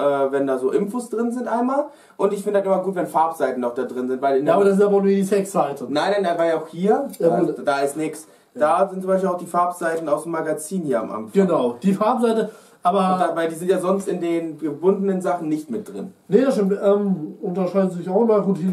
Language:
German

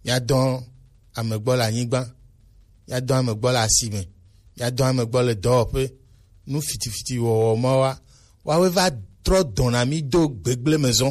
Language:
Gen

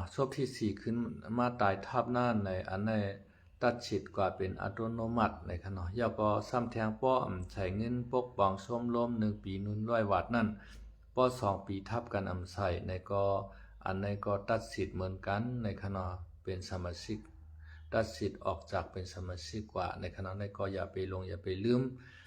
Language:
Shan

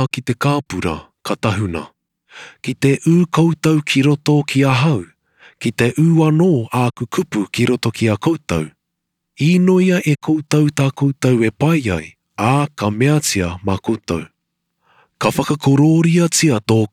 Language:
Māori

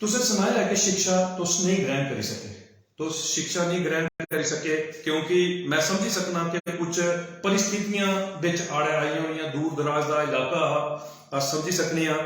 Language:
Dogri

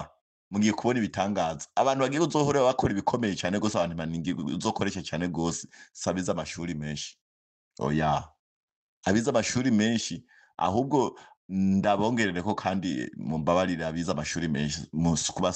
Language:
Rundi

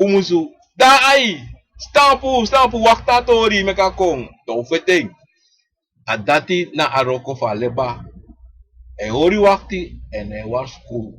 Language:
Sranan Tongo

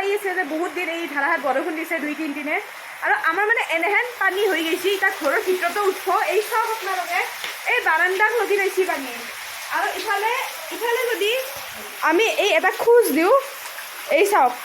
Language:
Assamese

